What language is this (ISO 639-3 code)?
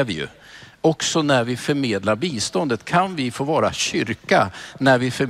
swe